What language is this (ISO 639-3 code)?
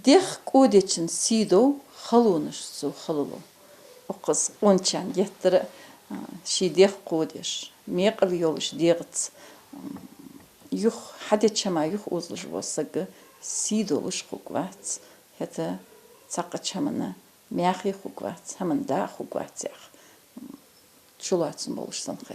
inh